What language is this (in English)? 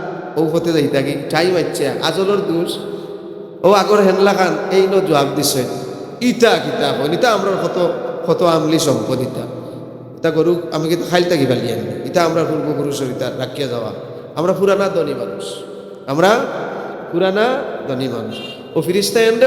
Sylheti